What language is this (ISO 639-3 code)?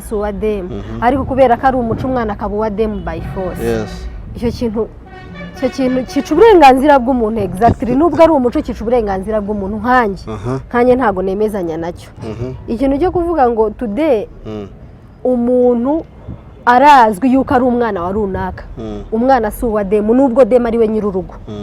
kin